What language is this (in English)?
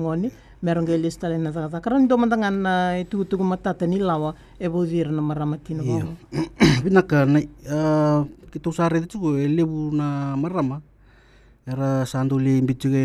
Fijian